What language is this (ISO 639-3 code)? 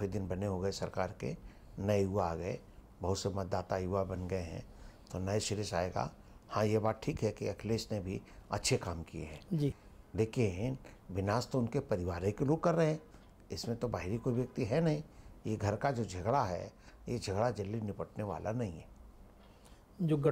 hin